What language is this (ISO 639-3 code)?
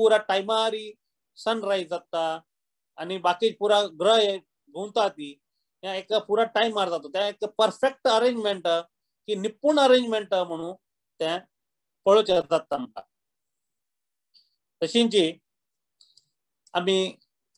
kok